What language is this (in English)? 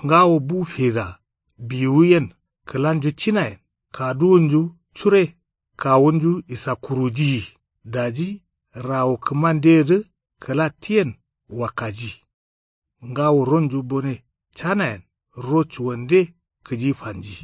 Kanuri